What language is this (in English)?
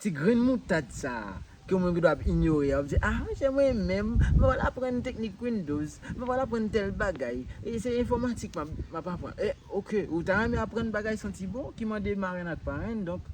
Haitian Creole